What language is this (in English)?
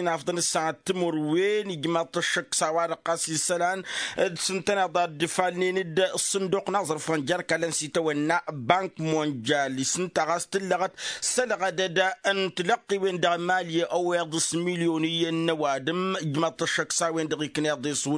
Tamasheq